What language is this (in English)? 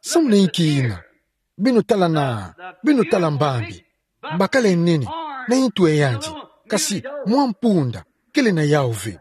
Kituba (Democratic Republic of Congo)